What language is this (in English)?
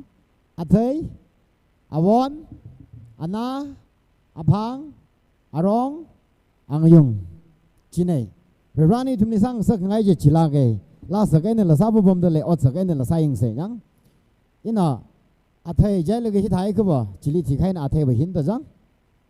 Tangkhul Naga (India)